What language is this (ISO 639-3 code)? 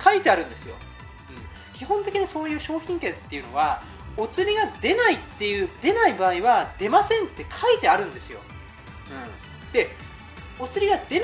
jpn